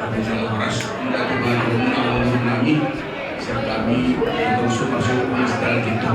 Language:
Batak Toba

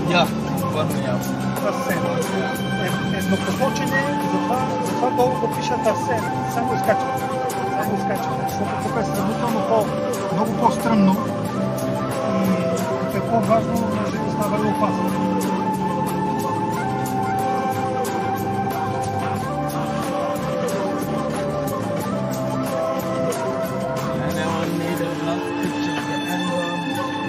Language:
Bulgarian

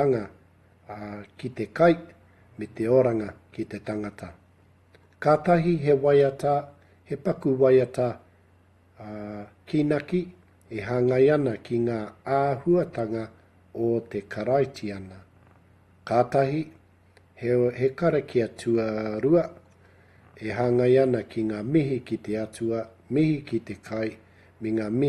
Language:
Māori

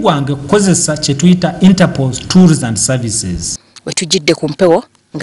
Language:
Ganda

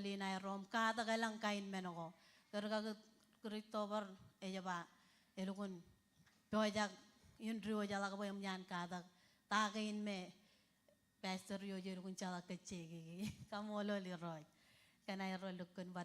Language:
Marshallese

